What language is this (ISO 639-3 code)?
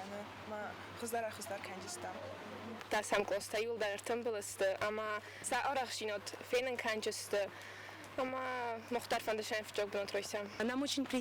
oss